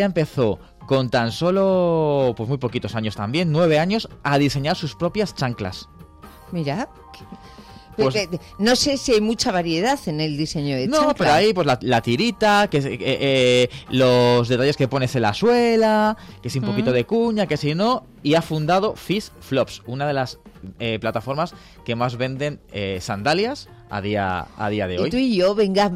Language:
Spanish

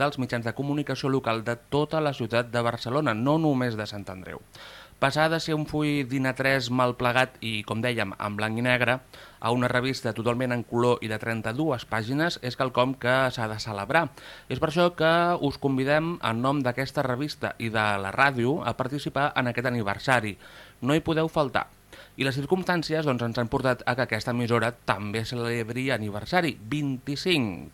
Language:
Catalan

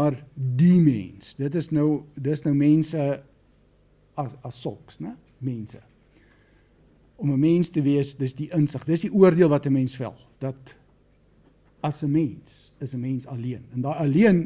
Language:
Afrikaans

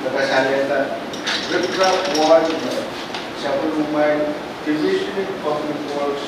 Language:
Pohnpeian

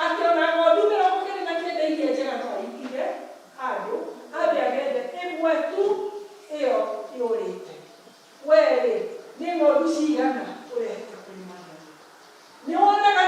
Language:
Kikuyu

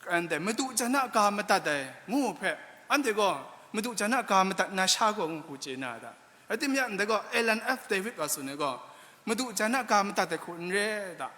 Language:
Kachin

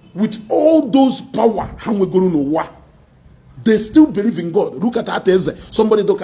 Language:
Igbo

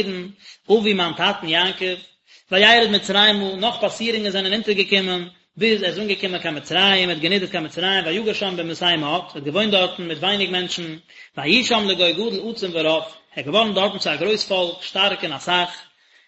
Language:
Yiddish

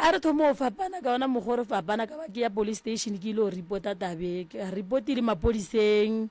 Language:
Northern Sotho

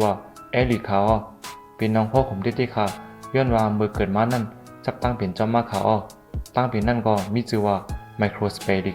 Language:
Shan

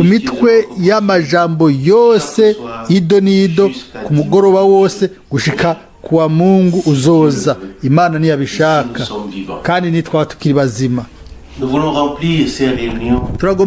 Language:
Rundi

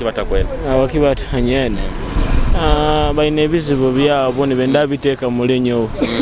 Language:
Nyoro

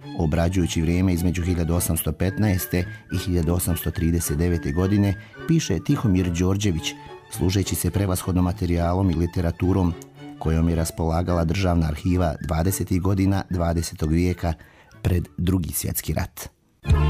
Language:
Serbian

